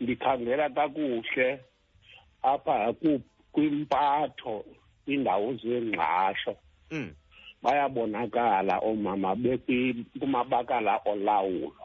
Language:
Xhosa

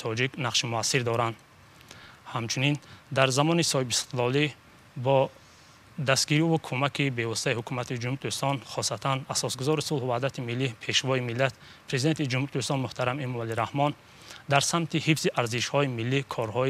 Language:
Tajik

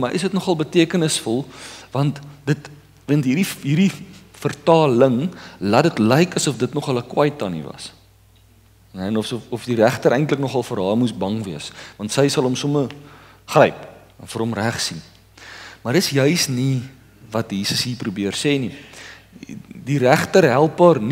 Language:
Afrikaans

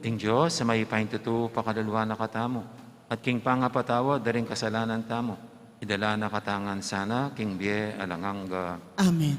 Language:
Pampanga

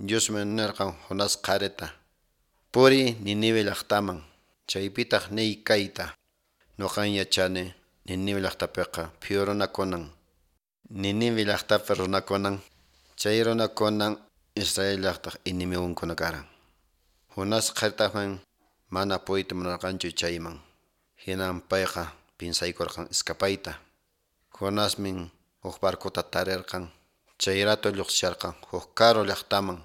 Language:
Quechua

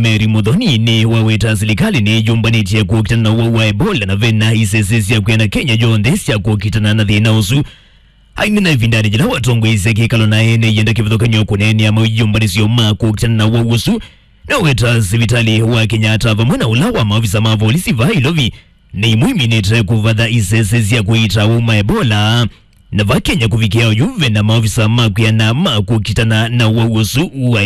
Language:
Kamba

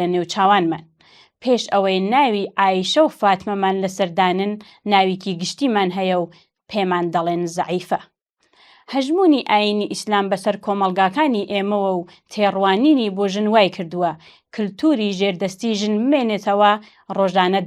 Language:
Central Kurdish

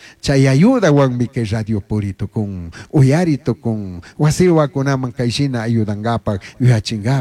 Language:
Chimborazo Highland Quichua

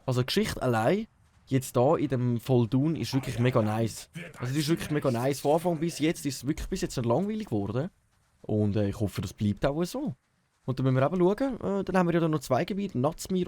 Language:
Swiss German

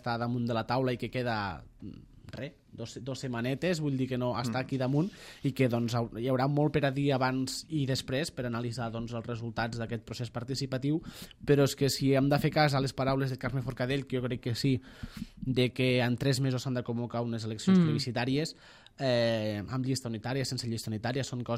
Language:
Catalan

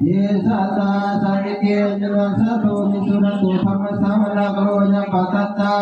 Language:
Pali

